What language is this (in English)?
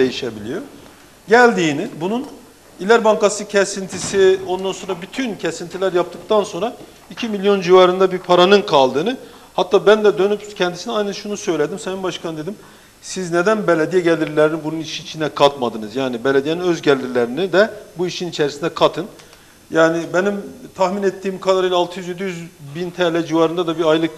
Turkish